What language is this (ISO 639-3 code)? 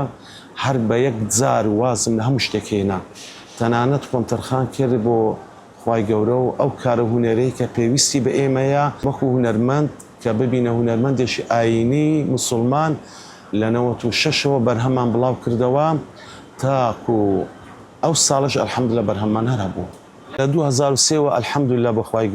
ckb